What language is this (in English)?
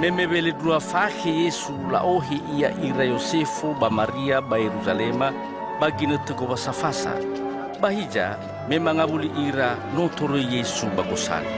Nias